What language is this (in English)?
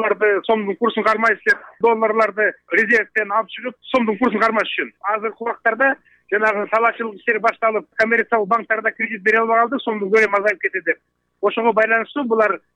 Kyrgyz